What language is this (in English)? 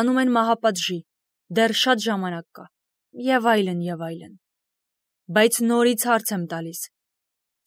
Armenian